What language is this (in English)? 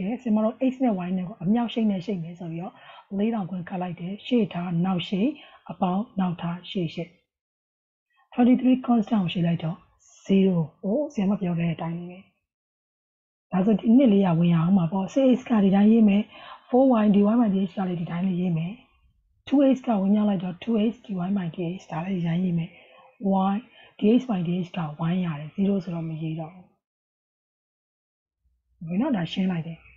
Burmese